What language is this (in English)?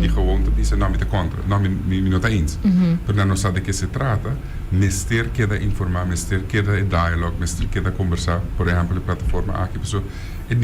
Papiamento